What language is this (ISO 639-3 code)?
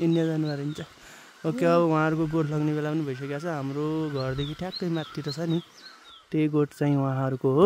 nep